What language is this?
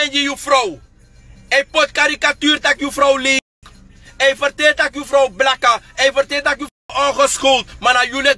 Sranan Tongo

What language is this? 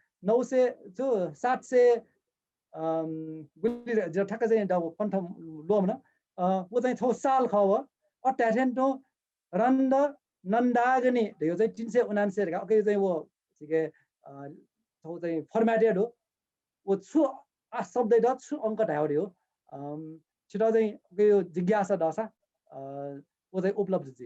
Newari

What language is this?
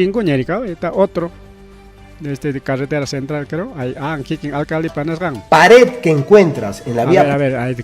Ayacucho Quechua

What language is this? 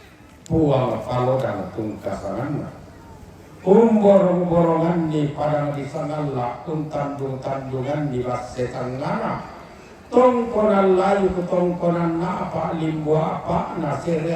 Toraja-Sa'dan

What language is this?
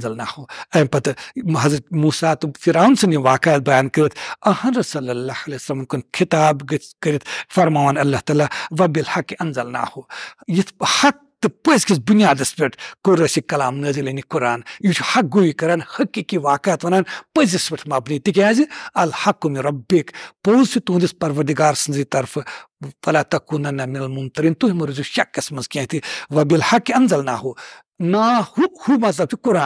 Kashmiri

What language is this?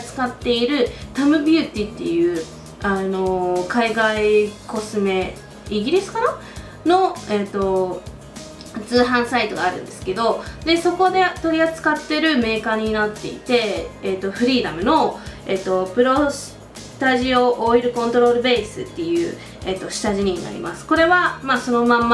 Japanese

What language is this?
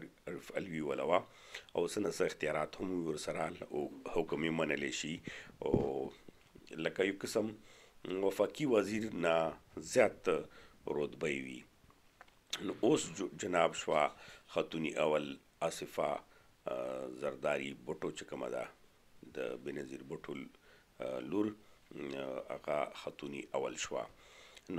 Pashto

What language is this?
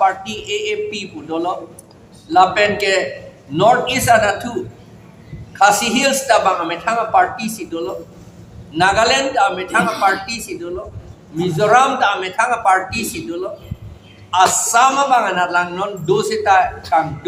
Karbi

